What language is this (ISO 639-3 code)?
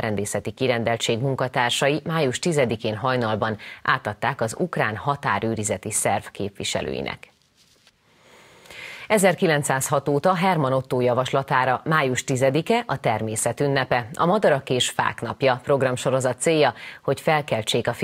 hun